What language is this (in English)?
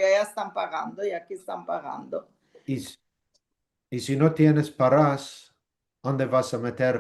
Ladino